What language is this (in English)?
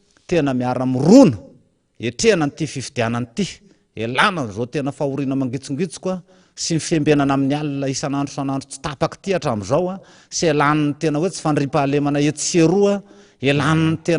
Malagasy